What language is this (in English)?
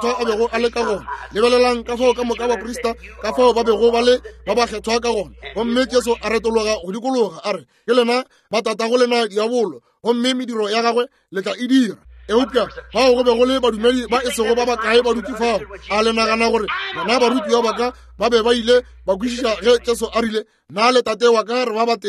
Northern Sotho